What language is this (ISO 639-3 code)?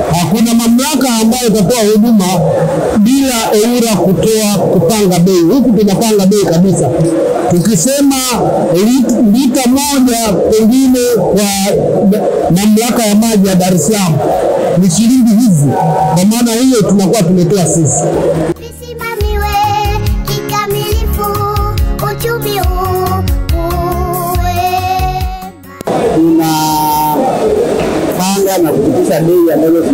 swa